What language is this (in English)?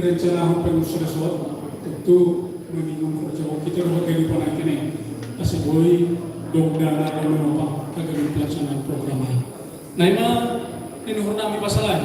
Batak Simalungun